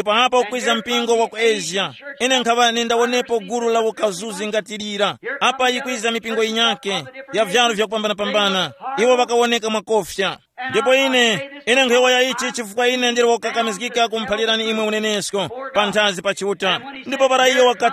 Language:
Tumbuka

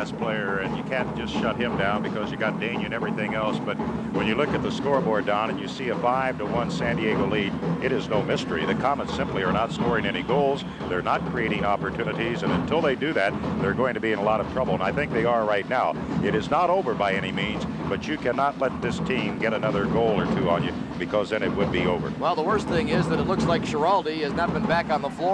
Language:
English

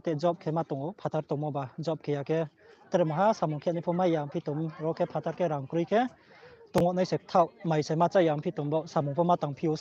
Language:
Riang (India)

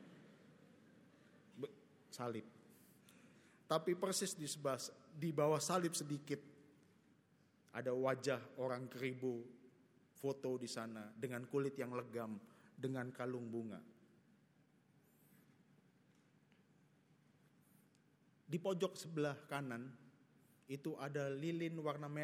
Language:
Indonesian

